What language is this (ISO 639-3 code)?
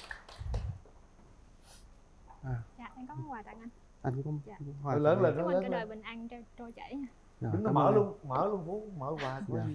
vie